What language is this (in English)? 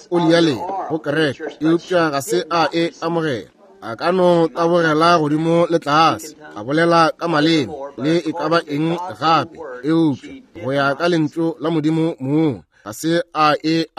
Northern Sotho